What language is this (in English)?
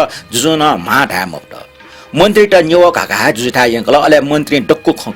Newari